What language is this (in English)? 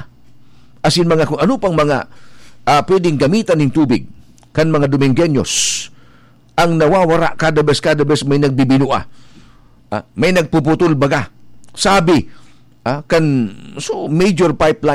Bikol